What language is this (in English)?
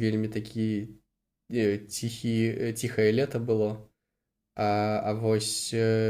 Belarusian